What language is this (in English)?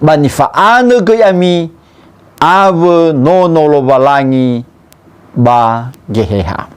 Nias